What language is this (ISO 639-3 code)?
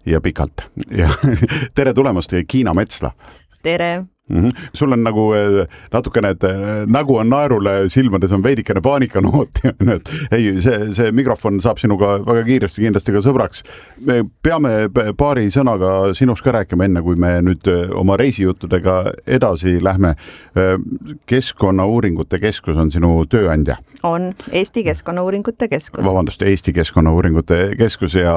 est